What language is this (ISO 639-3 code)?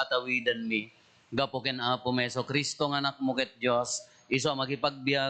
ilo